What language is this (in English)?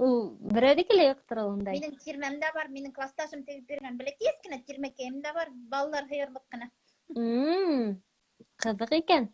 Bashkir